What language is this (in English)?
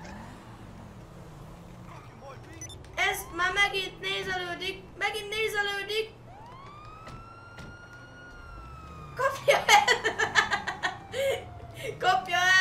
Hungarian